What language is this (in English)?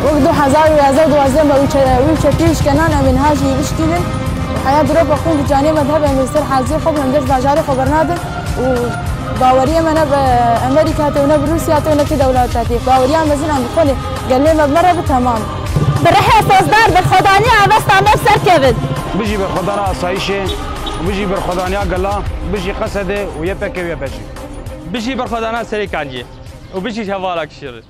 Kurdish